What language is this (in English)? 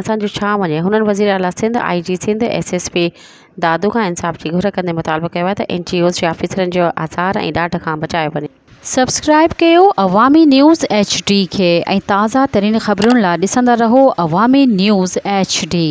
Sindhi